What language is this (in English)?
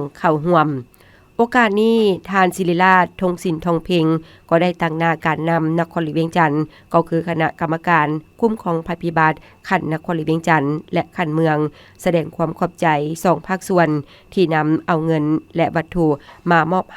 Lao